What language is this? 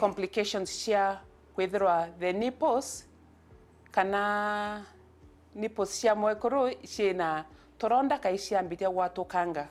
Meru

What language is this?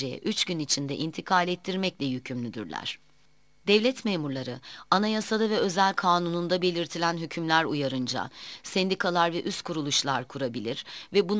Turkish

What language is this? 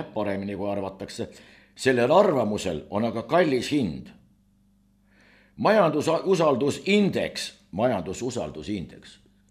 Estonian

